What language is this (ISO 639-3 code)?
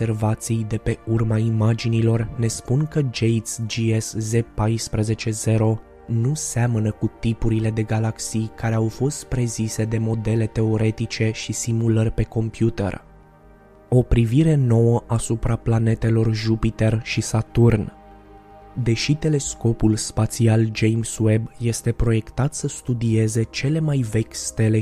ron